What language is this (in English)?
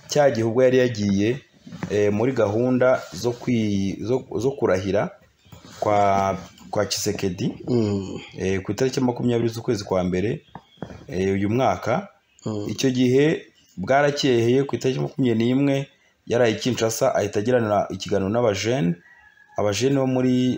Kinyarwanda